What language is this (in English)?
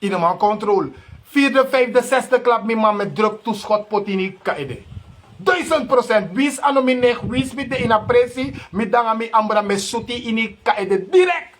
Sranan Tongo